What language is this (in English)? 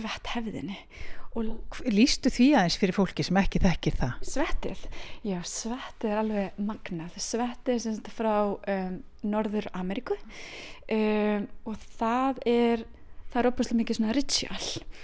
Icelandic